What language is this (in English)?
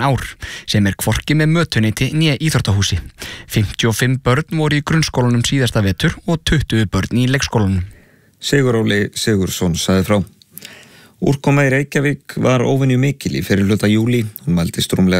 Icelandic